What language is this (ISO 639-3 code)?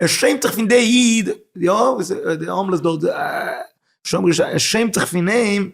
yid